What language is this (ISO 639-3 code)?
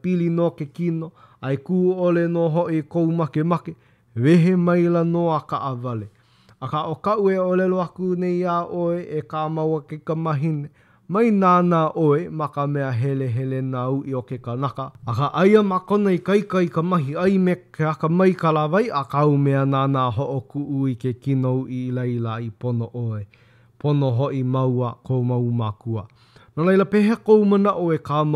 haw